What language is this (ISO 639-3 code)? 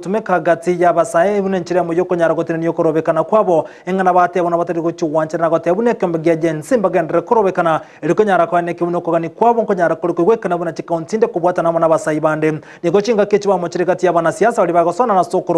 guz